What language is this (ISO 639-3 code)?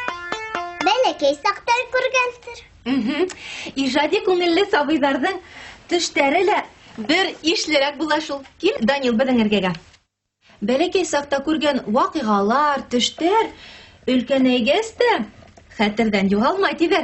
bak